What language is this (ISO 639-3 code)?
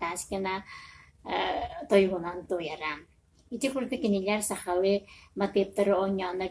sah